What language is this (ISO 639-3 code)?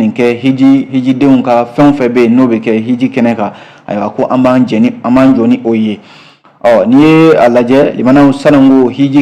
bam